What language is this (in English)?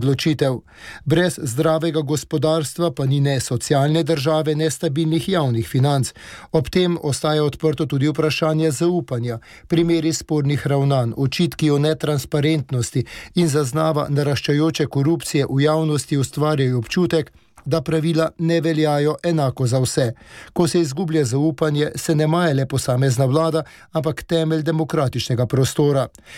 Slovenian